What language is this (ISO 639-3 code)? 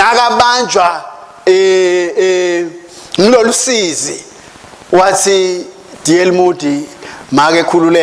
ssw